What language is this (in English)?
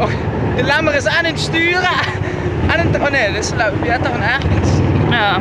Limburgish